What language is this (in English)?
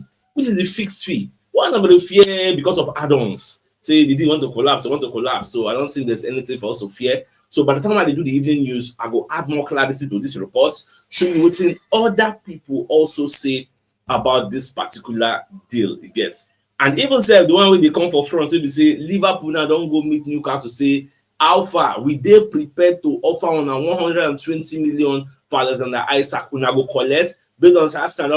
Nigerian Pidgin